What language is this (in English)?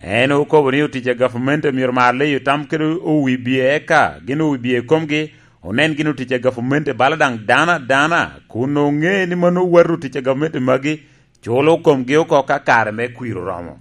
Lango (Uganda)